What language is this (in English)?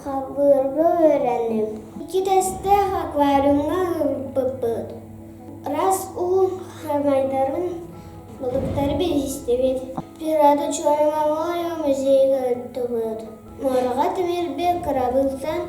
Yakut